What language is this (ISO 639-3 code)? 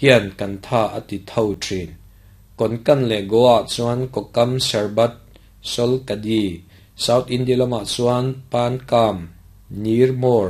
lus